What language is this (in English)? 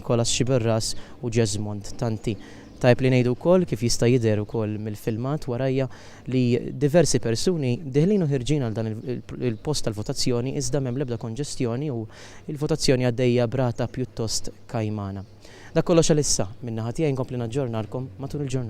Maltese